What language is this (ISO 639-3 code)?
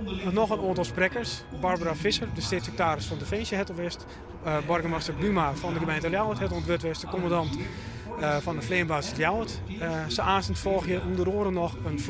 fry